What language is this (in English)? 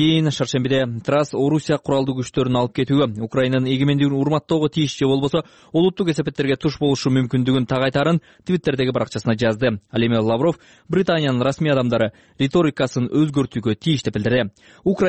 Kyrgyz